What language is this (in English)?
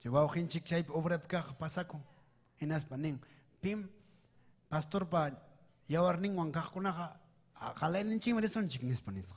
Ayacucho Quechua